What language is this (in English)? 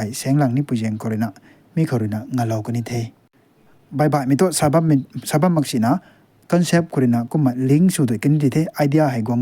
Rongmei Naga